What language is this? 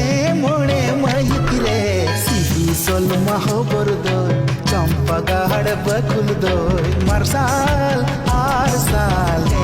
Santali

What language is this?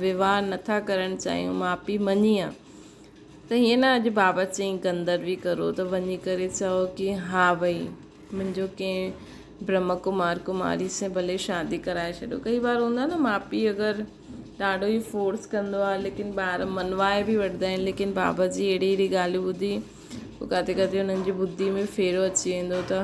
Sindhi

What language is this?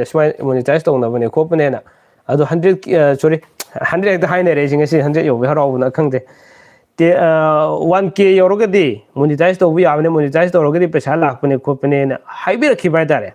Manipuri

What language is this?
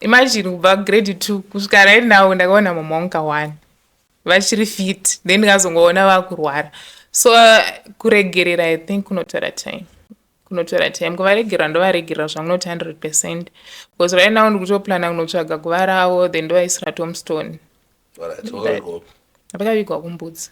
Shona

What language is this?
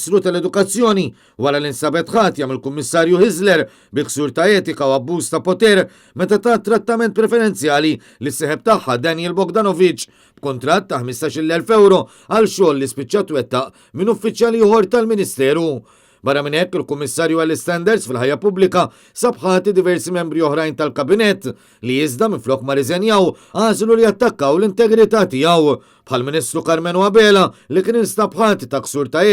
Maltese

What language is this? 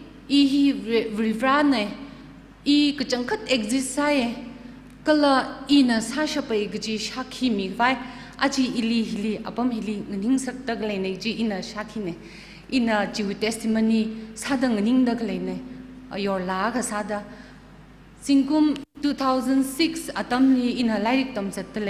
Tangkhul Naga (India)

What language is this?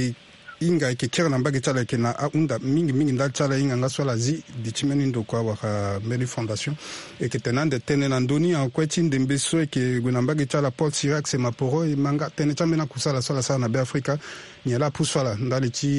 Sango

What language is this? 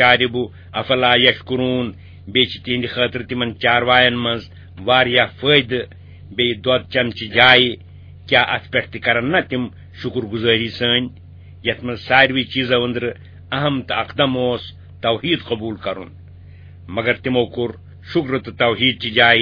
Kashmiri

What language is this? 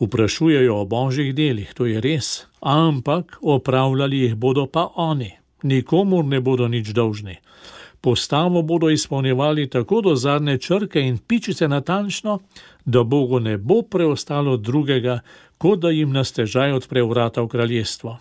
Slovenian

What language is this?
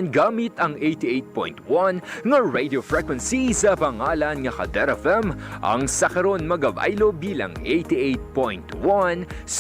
Hiligaynon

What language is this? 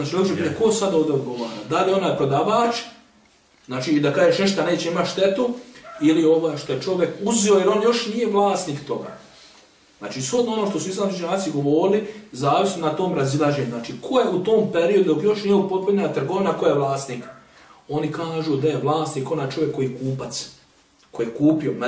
Bosnian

